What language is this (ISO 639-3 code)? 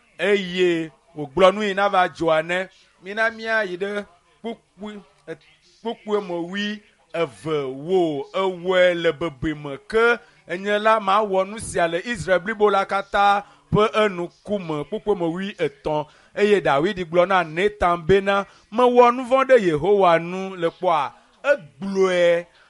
ewe